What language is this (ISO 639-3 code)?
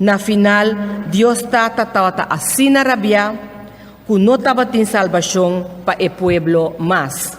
pap